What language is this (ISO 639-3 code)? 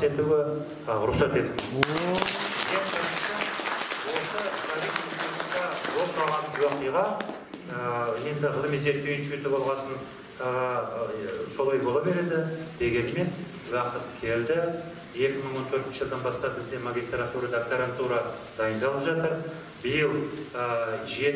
kaz